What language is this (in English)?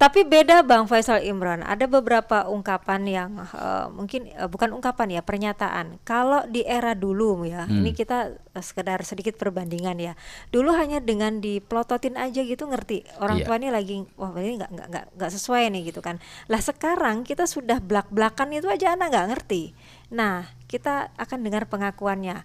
Banjar